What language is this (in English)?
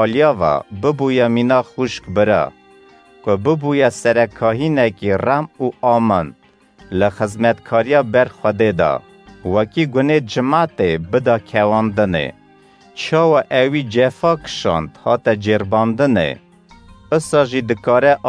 Kurdish